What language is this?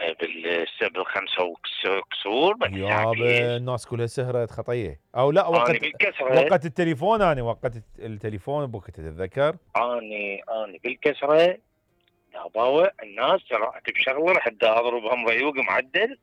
Mesopotamian Arabic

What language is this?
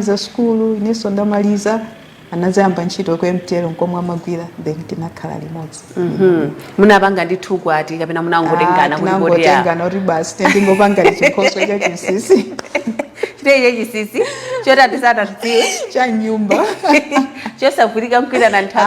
Nyanja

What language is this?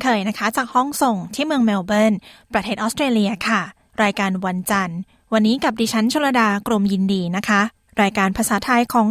Thai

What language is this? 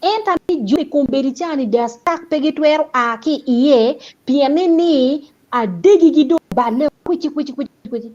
Acoli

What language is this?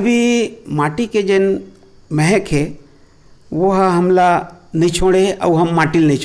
Chhattisgarhi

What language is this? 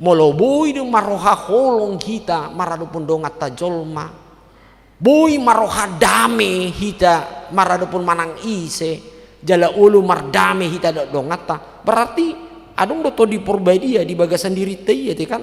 Batak Toba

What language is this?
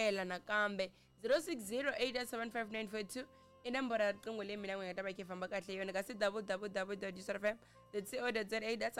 Tsonga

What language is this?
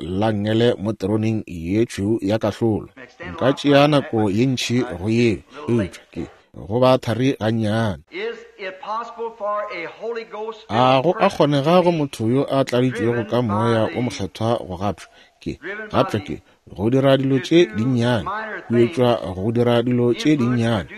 Northern Sotho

